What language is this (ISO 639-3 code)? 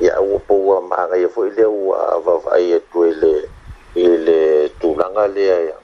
smo